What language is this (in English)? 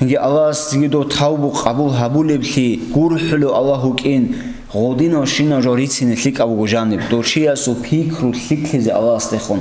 Avaric